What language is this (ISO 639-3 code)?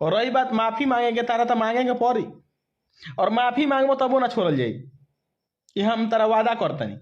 bho